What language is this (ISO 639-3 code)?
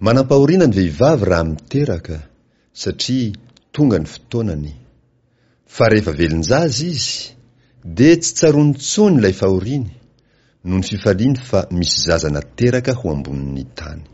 mlg